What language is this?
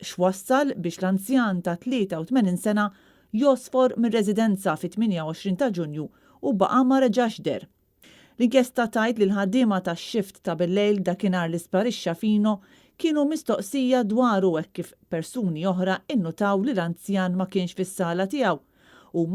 Maltese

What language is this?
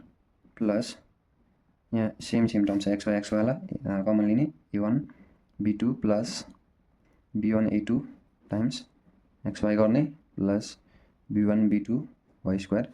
Nepali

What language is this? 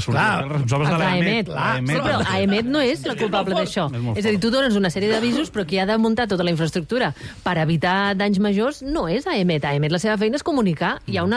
Catalan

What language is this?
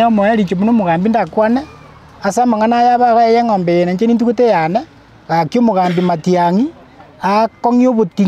Gusii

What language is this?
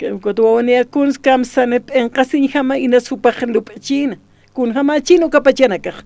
Aymara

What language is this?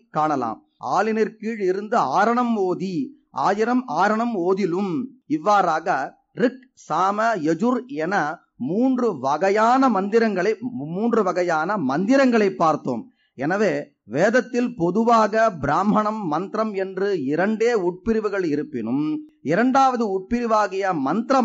Tamil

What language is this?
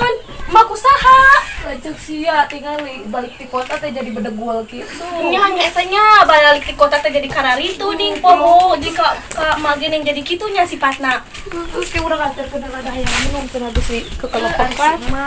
Sundanese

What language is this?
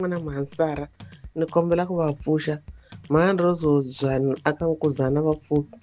Tsonga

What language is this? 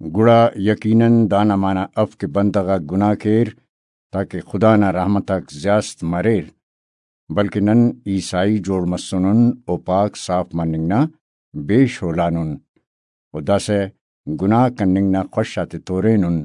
Brahui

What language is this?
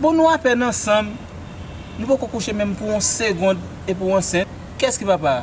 Haitian Creole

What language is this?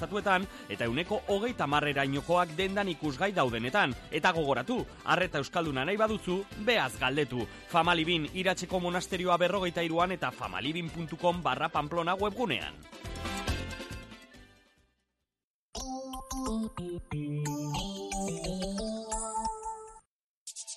Basque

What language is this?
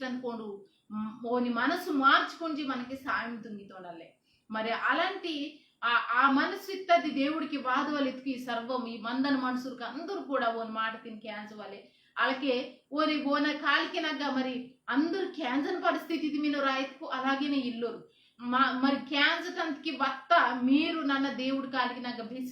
Koya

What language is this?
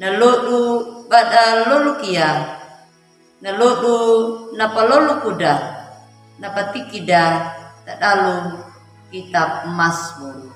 Anakalangu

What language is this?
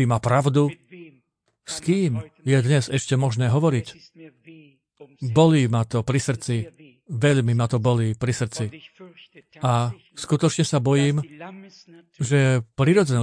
Slovak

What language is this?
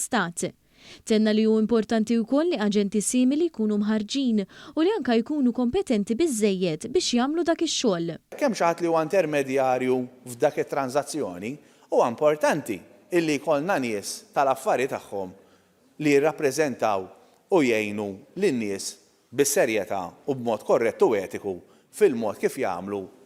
Maltese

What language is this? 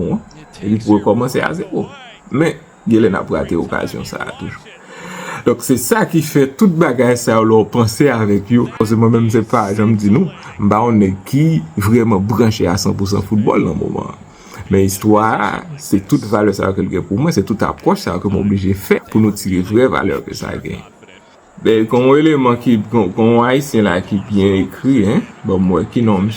Haitian Creole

